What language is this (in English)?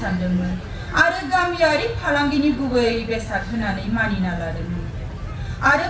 Bodo